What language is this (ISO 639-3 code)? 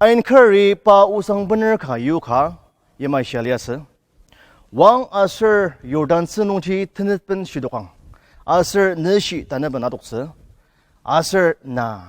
njo